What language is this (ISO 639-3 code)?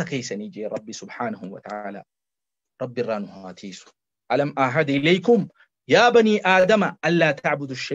orm